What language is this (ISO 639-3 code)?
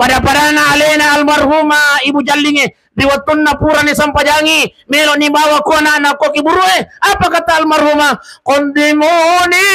bug